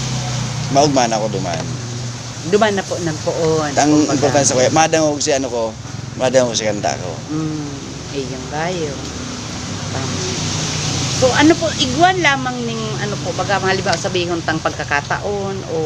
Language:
Bikol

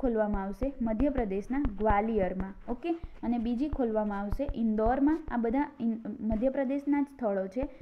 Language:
Gujarati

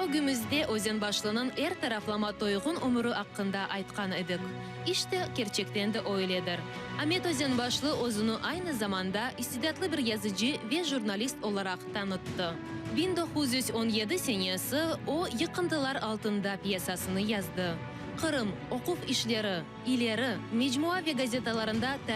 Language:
Crimean Tatar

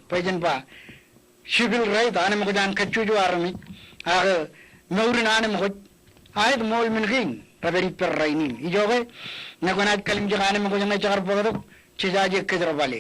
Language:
Marshallese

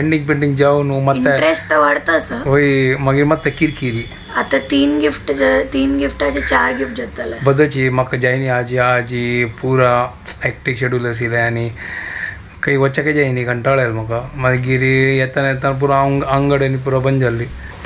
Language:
Konkani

